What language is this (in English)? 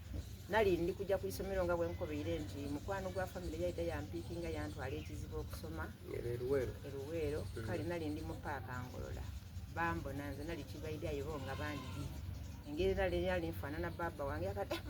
Soga